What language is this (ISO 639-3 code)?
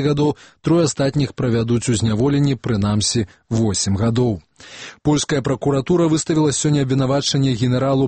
bel